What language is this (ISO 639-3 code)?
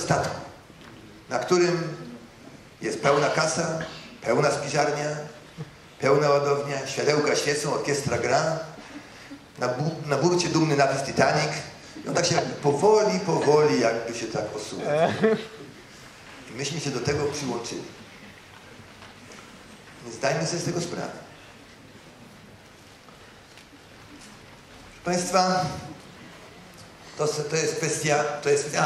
pol